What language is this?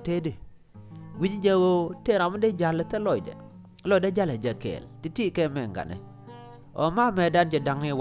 Nuer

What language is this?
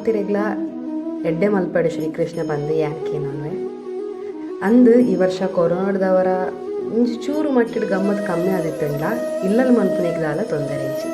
Tulu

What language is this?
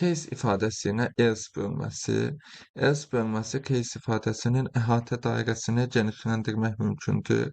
Azerbaijani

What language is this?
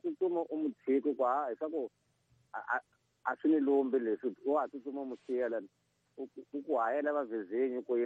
Tsonga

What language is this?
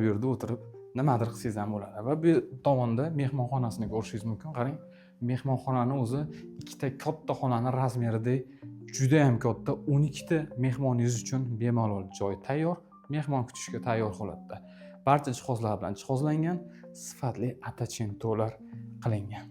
Uzbek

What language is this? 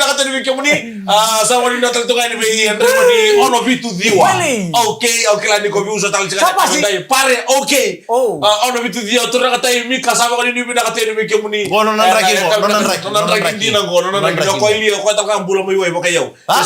Fijian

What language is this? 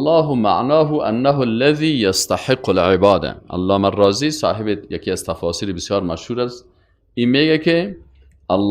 Persian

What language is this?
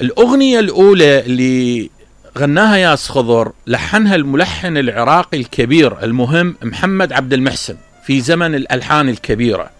Mesopotamian Arabic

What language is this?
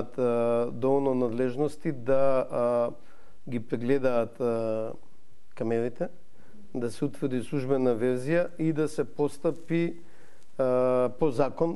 Macedonian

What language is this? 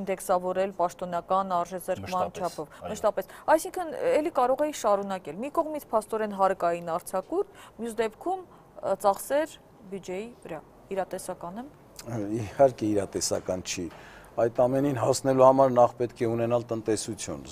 Armenian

